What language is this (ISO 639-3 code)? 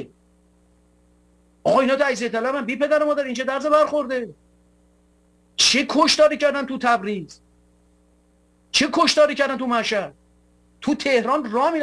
fas